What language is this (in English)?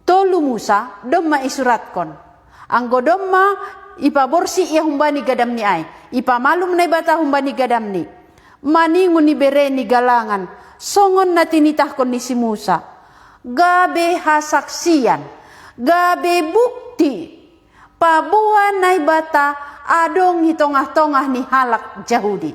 Batak Simalungun